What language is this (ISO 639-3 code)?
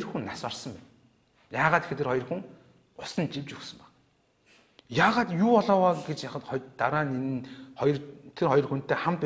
mon